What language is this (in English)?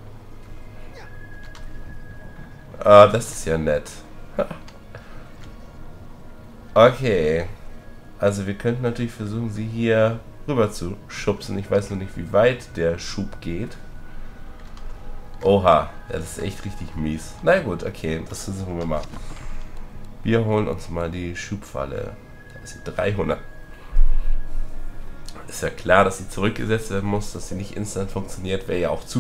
German